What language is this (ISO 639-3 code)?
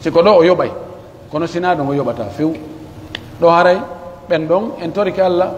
fuf